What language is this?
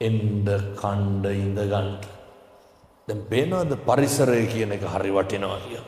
Sinhala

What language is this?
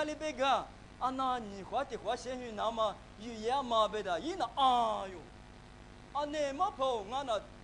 Lisu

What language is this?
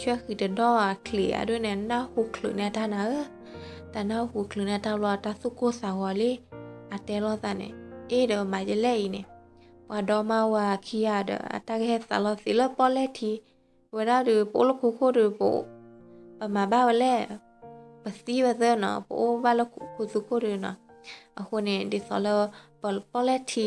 S'gaw Karen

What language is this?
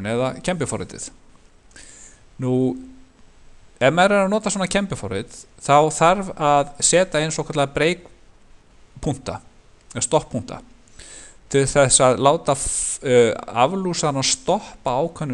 Icelandic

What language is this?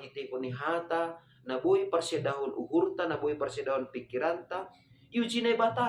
Batak Simalungun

